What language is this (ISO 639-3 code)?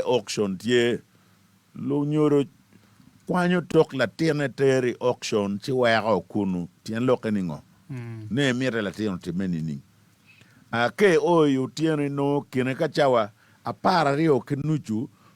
ach